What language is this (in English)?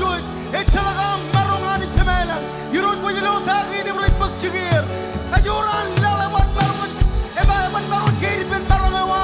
Marshallese